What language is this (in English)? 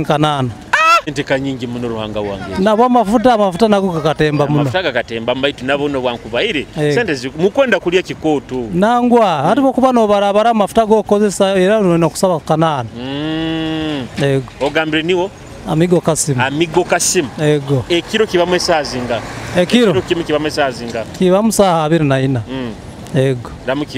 Nyoro